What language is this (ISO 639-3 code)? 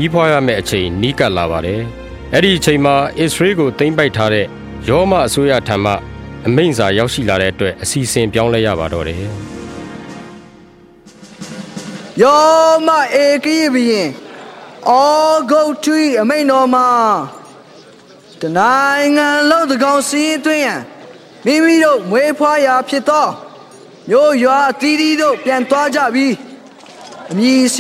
mya